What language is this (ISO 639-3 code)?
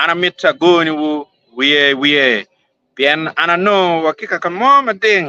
ach